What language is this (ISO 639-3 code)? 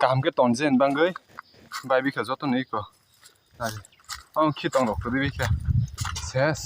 trp